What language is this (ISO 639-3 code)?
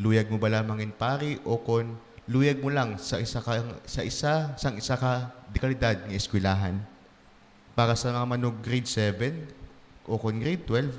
hil